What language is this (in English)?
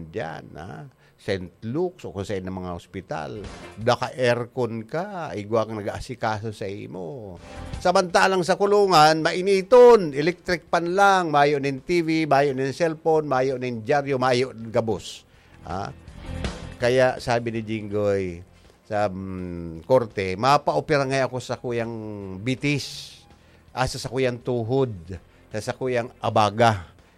Bikol